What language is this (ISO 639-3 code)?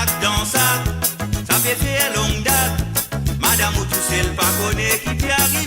mfe